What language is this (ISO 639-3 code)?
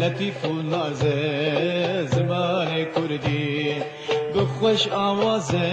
kur